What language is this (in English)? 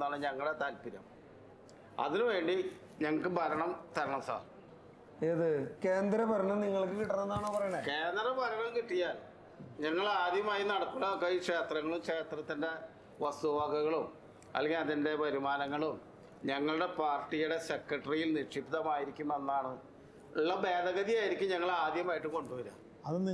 Malayalam